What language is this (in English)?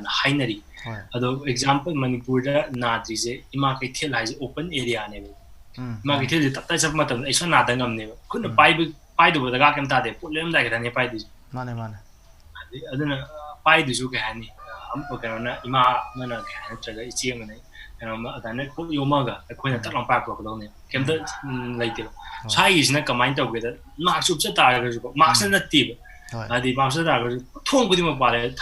Manipuri